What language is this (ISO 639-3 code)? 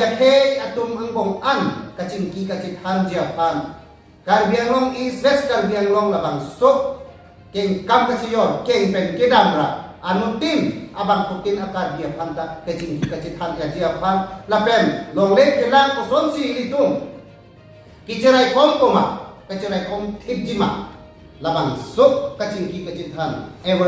mjw